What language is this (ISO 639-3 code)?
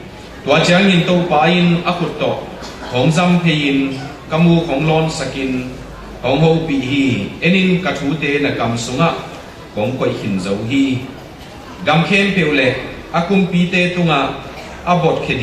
ctd